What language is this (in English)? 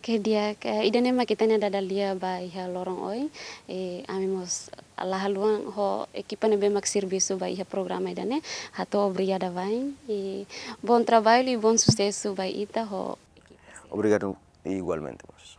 Tetum